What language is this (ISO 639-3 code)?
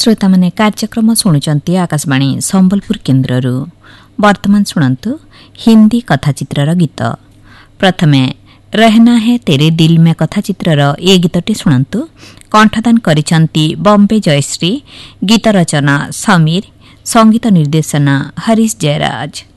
ori